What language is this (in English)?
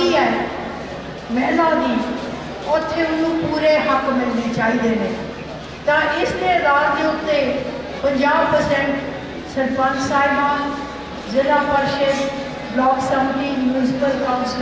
Punjabi